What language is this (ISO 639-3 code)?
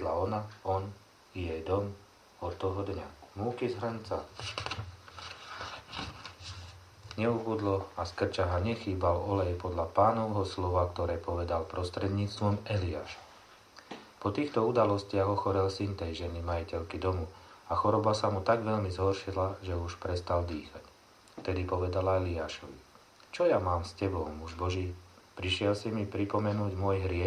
slk